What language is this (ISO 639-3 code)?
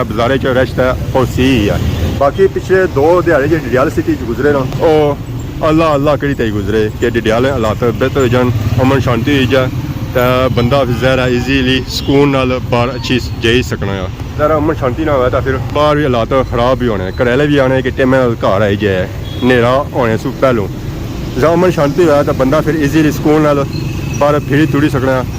phr